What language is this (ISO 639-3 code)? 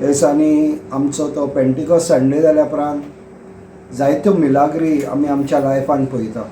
kok